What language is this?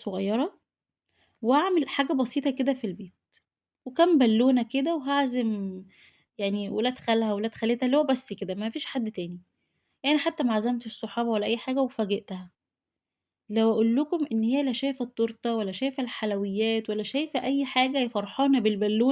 Egyptian Arabic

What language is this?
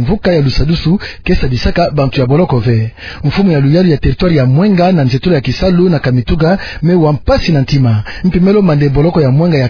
Kituba (Democratic Republic of Congo)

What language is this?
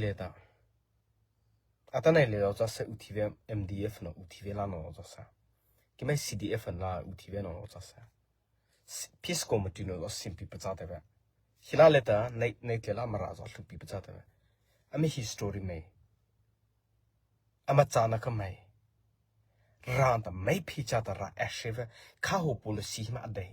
Mara Chin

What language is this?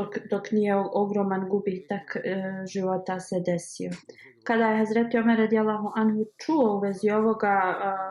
Bosnian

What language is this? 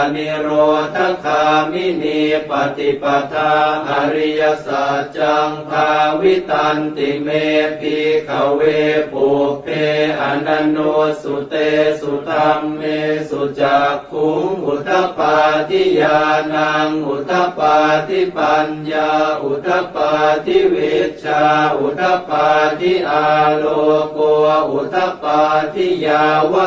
Pali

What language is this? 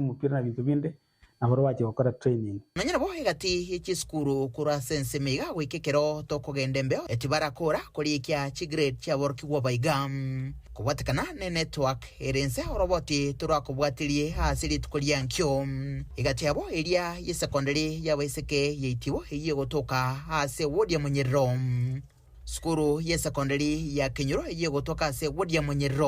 Gusii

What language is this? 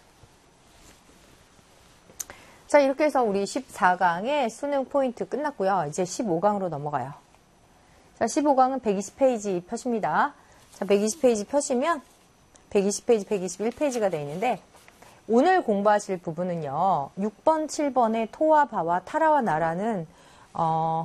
Korean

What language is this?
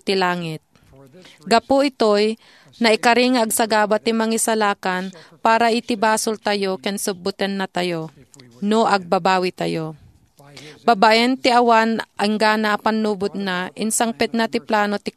Iloko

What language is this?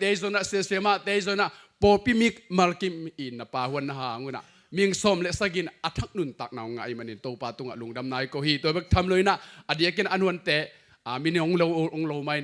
Tedim Chin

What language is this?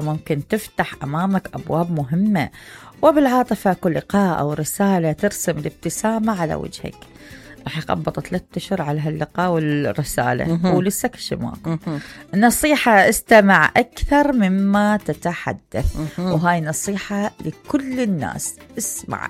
Mesopotamian Arabic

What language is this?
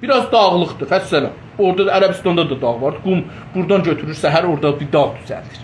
South Azerbaijani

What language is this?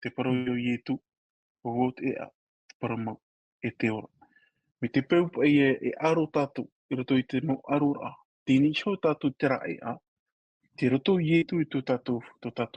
Tahitian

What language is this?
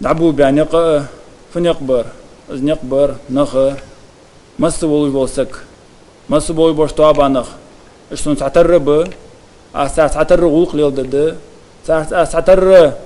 Ingush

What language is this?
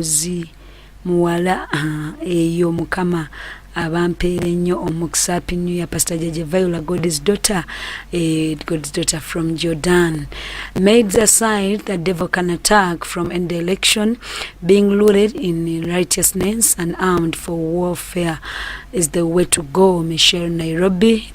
Ganda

